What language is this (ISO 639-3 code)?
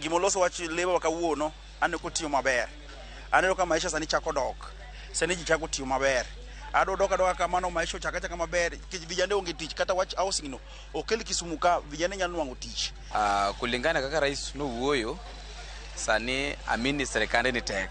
luo